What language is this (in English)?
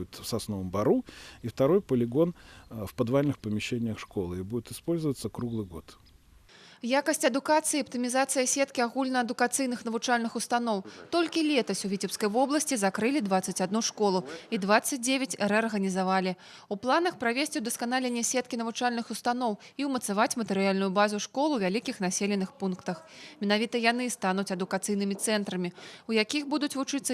Belarusian